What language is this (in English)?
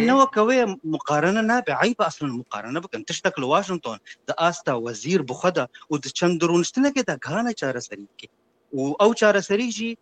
Kurdish